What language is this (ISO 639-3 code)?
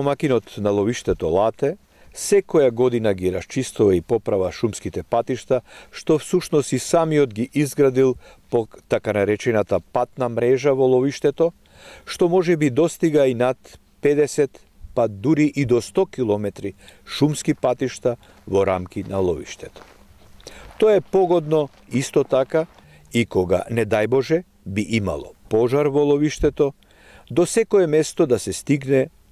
mkd